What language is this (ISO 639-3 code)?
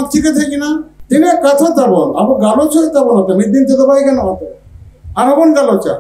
sat